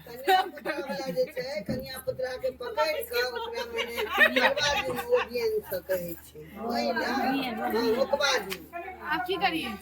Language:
Maithili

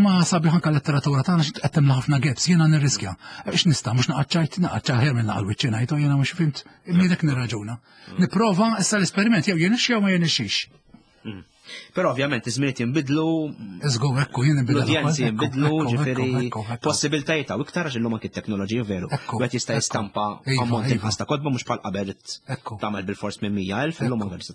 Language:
Maltese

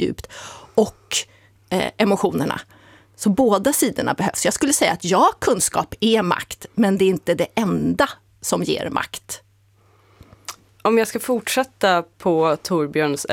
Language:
Swedish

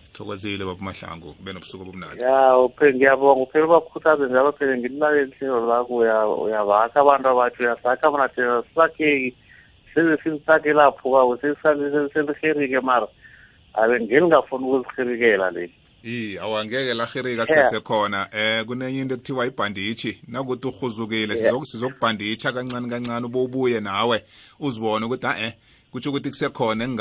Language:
South Ndebele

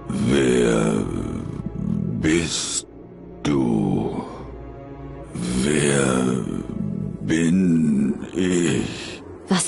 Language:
German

